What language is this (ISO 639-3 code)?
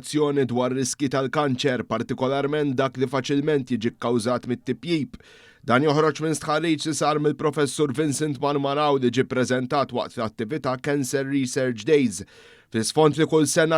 mlt